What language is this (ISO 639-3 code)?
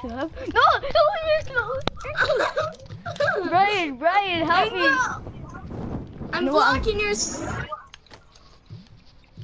eng